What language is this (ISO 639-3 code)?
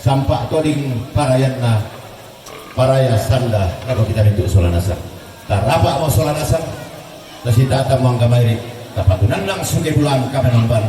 sda